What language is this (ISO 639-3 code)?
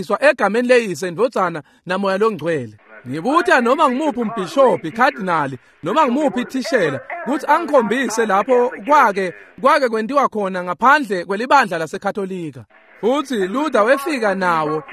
ssw